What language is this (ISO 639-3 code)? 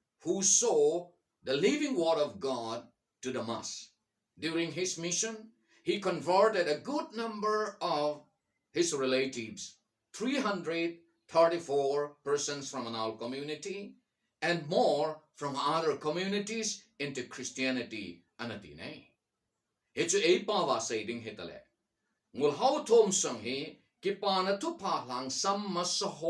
tcz